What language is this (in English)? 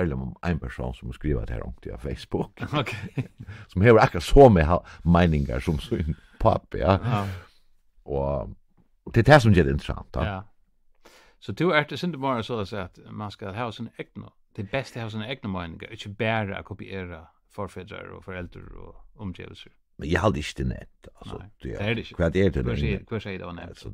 Faroese